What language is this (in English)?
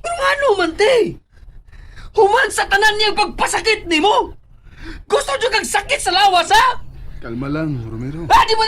Cebuano